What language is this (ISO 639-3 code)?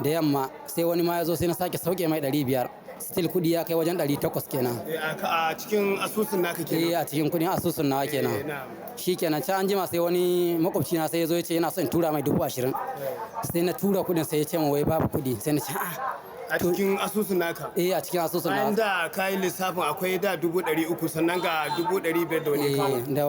hau